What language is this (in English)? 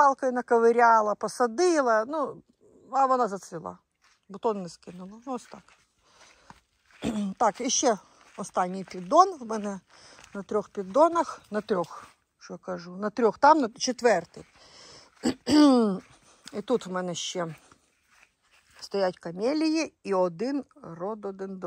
Ukrainian